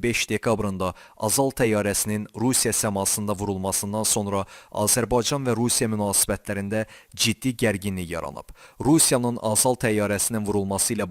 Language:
Azerbaijani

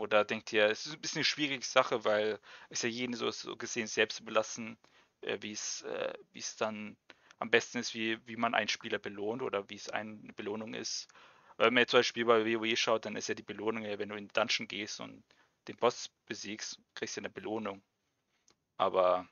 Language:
German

